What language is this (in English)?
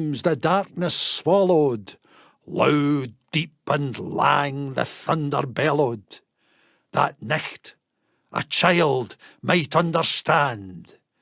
Scots